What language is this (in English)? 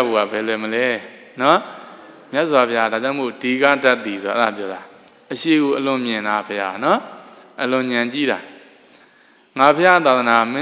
Burmese